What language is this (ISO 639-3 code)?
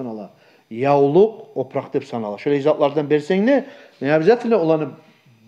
kum